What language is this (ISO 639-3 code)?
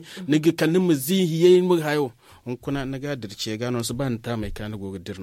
dje